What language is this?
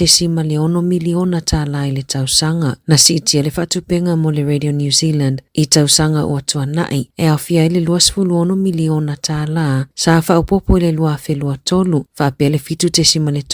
Samoan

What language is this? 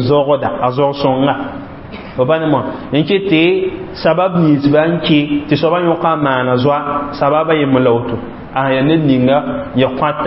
Mossi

